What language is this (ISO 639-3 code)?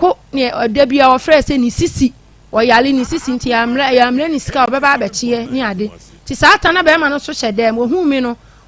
aka